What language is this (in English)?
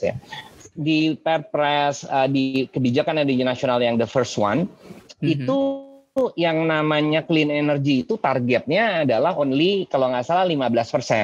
Indonesian